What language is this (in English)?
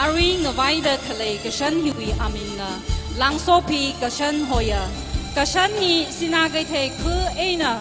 Tangkhul Naga (India)